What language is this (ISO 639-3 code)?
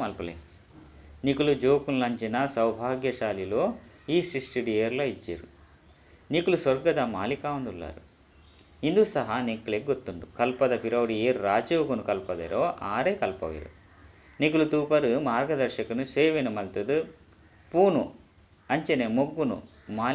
tcy